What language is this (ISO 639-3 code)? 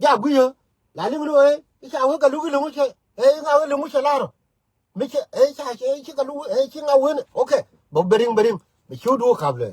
nus